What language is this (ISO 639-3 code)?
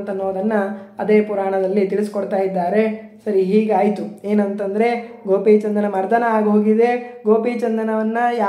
kan